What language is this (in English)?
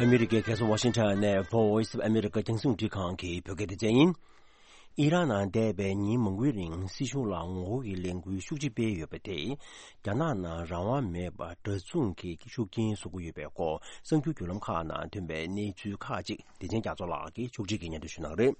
Tibetan